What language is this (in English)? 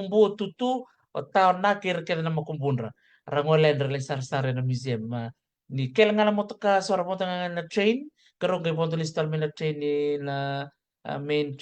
Fijian